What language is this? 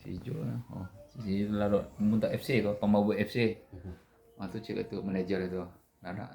Minangkabau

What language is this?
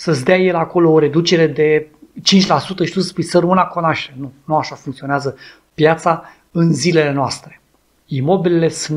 Romanian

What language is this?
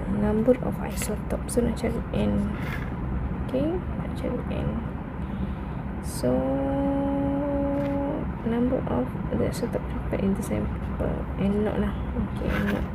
Malay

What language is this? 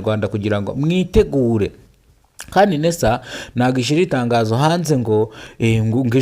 Kinyarwanda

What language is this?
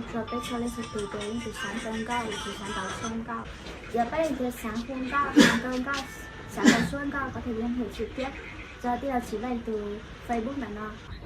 Hmong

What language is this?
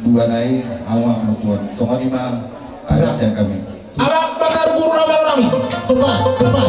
Batak Toba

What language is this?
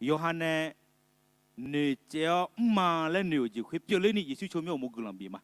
Akha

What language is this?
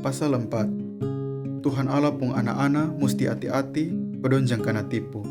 Kupang Malay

